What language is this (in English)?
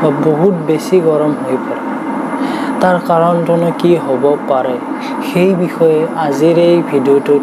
Assamese